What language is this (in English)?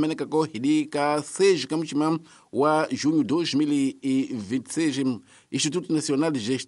Tsonga